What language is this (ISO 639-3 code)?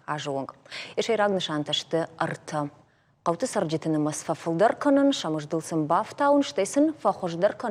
oss